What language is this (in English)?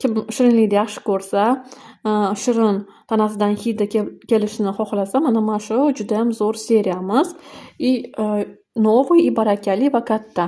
Uzbek